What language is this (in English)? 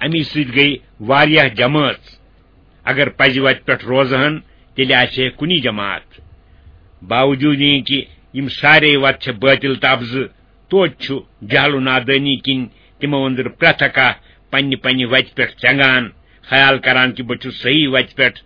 Kashmiri